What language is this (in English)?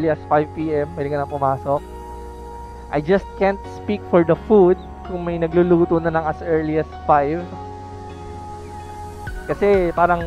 Filipino